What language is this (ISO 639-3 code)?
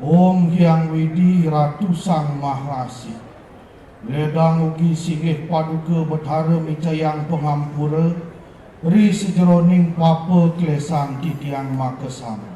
ban